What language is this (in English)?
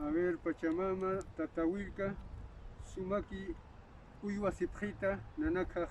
Aymara